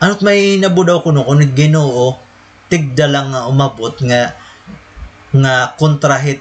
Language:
Waray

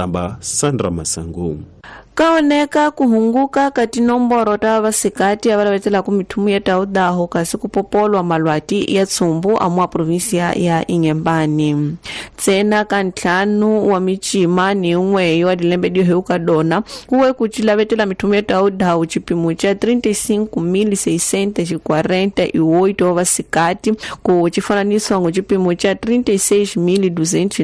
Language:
Tsonga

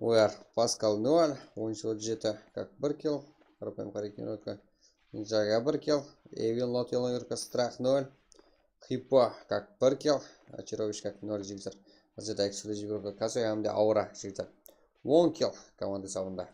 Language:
Kara-Kalpak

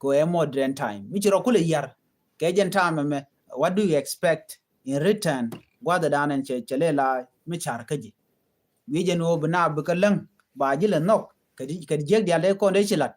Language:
Nuer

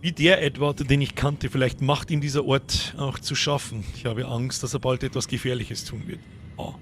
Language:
Bavarian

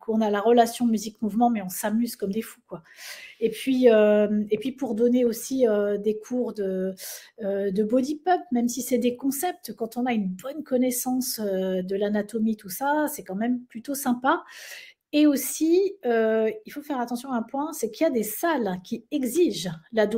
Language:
French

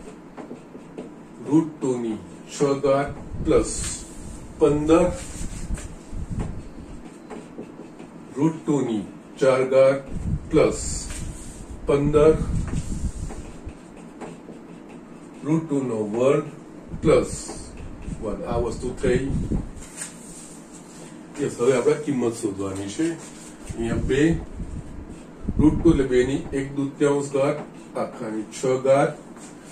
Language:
Gujarati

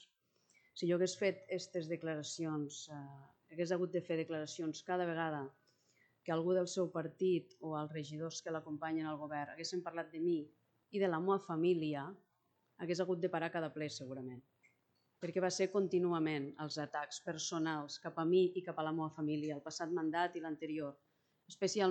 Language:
Catalan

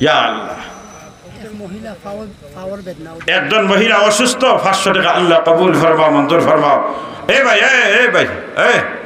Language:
Sylheti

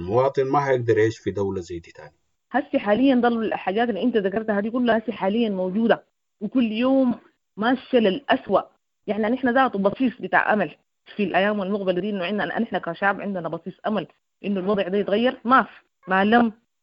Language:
Sudanese Arabic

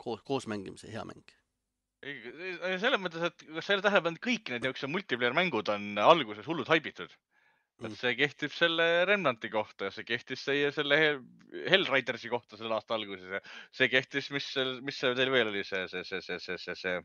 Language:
Estonian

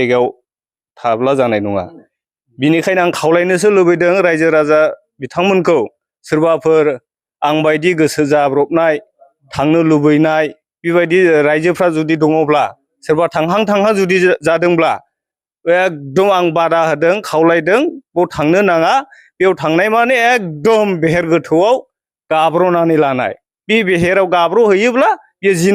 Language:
Bodo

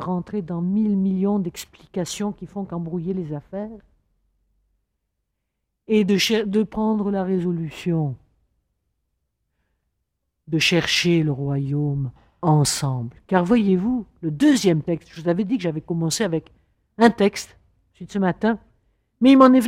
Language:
French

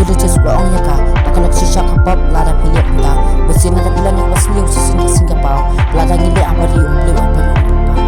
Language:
Khasi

